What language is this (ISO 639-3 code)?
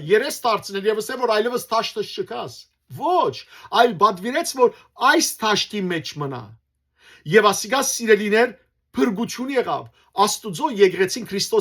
hyw